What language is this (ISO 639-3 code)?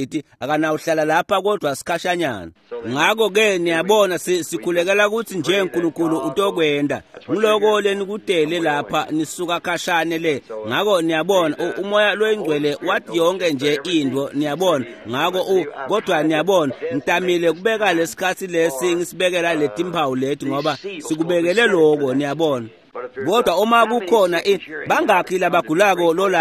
ssw